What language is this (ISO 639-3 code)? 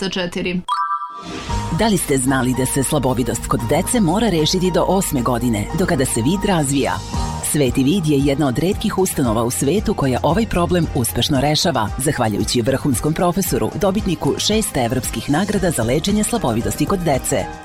srp